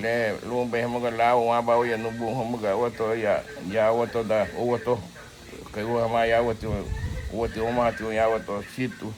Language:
Garifuna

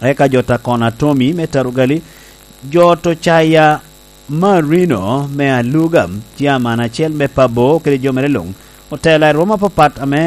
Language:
Lango (Uganda)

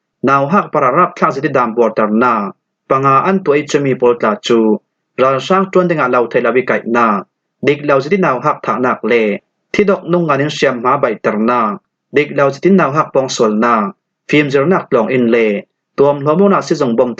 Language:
Falam Chin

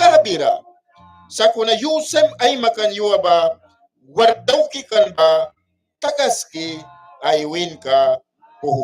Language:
Mískito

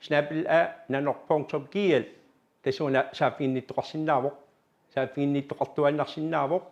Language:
Kalaallisut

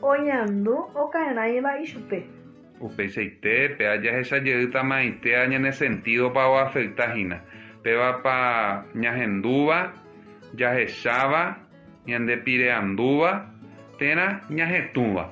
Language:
Guarani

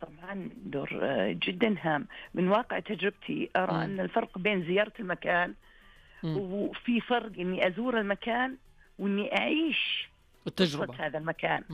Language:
Najdi Arabic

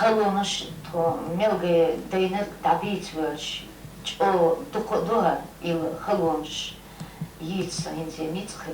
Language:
Chechen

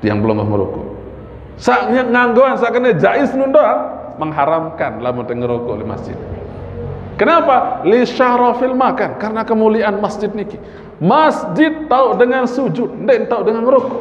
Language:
Sasak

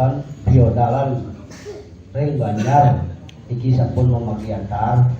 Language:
Balinese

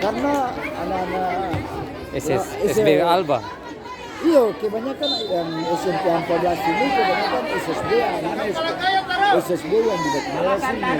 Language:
Ambonese Malay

